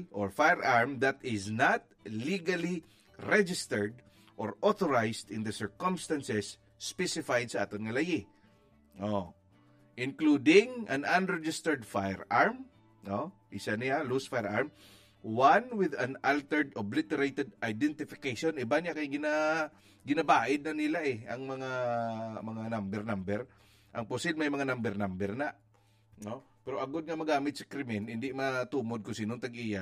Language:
Hiligaynon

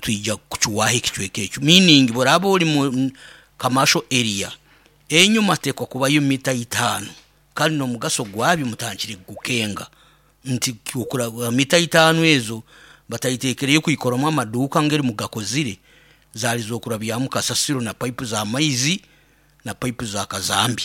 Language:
Nyoro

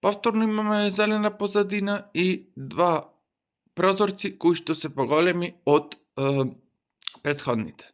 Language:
Macedonian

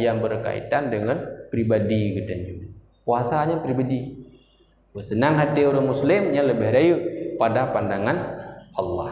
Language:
Achinese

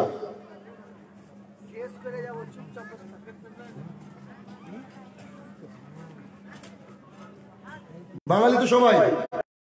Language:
Bangla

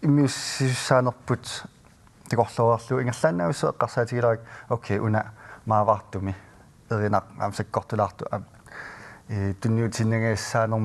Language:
Kalaallisut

